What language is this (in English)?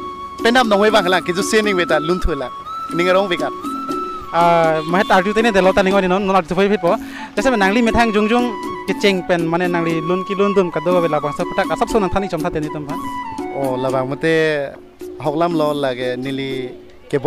Karbi